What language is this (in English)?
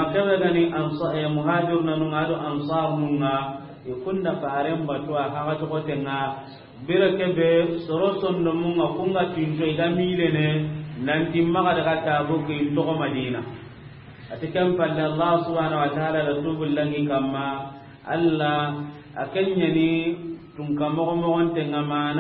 Soninke